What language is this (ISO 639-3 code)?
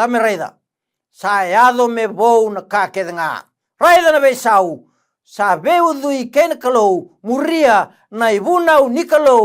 fij